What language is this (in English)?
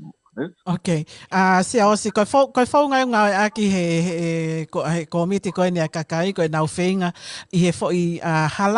Tongan